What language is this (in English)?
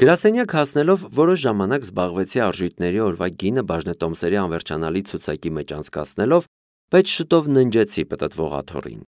Armenian